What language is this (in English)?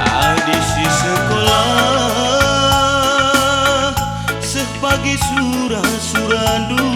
Batak Karo